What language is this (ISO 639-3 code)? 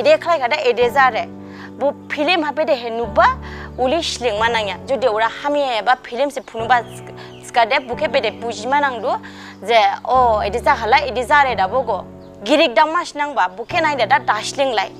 dis